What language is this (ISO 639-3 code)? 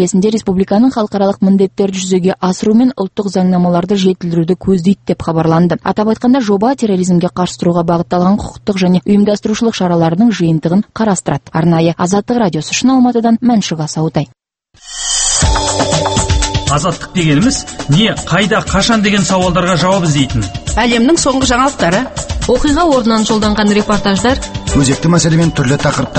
kaz